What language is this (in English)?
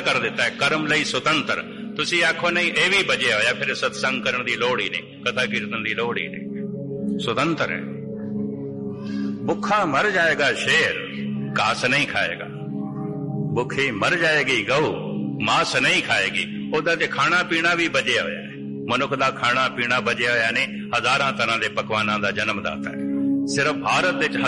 Punjabi